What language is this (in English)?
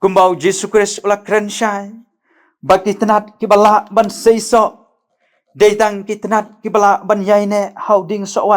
Khasi